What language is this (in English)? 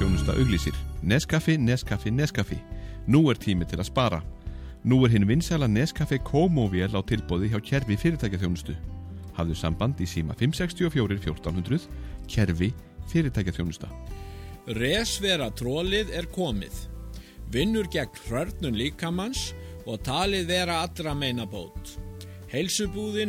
Icelandic